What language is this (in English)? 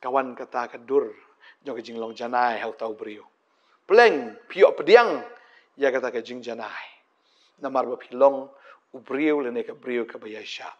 Khasi